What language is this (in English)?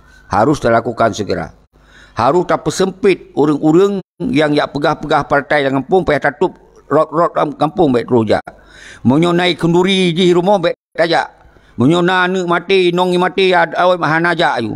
Achinese